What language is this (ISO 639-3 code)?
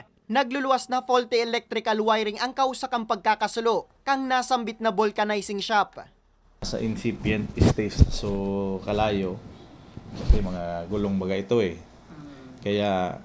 bik